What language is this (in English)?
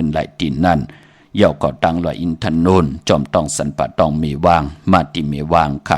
Shan